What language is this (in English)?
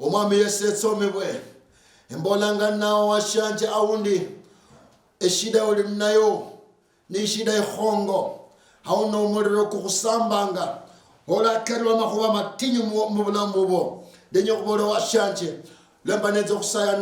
Luyia